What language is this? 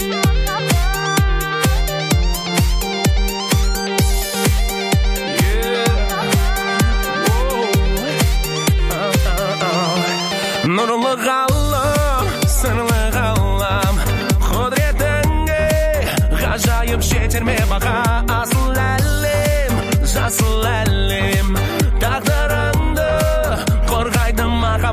Kazakh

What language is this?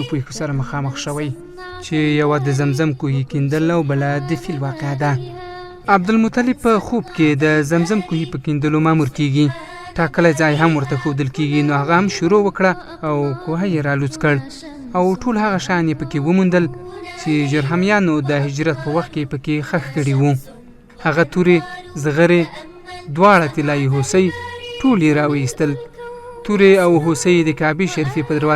Pashto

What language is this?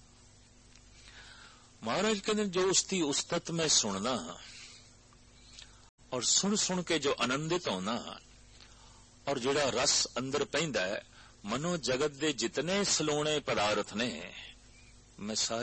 Punjabi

